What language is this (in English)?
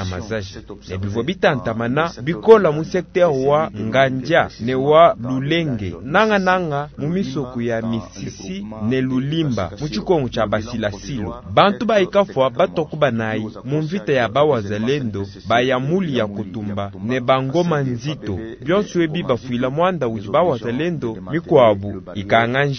Luba-Lulua